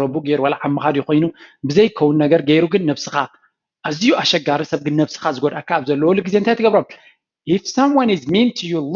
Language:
Tigrinya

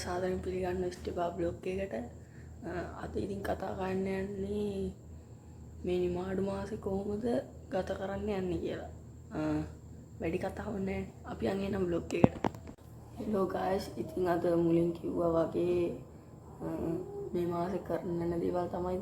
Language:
Sinhala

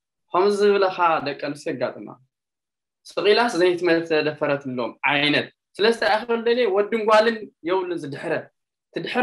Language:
Tigrinya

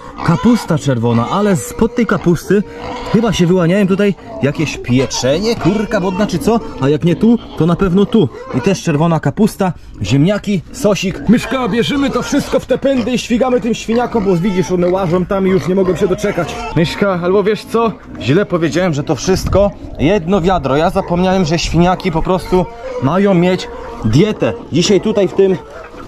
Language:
Polish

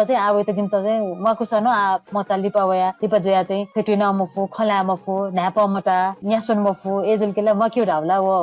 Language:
Newari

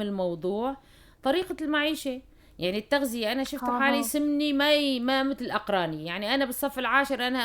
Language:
North Levantine Arabic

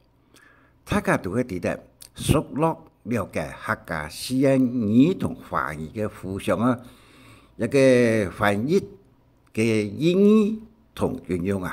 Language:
Hakka Chinese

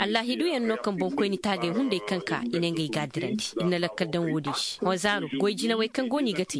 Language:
Koyraboro Senni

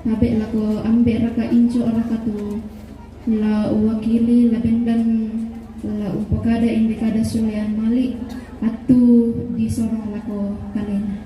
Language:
Toraja-Sa'dan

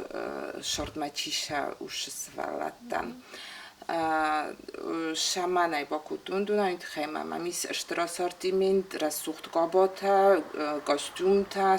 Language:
Ossetic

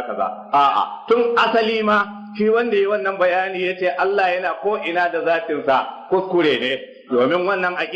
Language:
Hausa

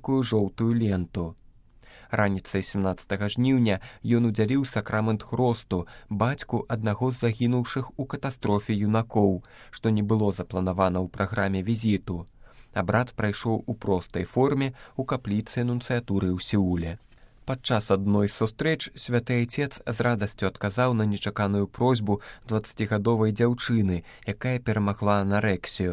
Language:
Belarusian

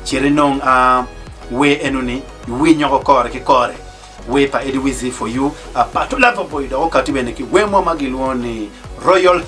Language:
Acoli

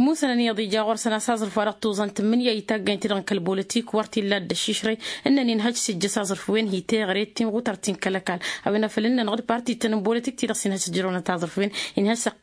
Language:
Tamasheq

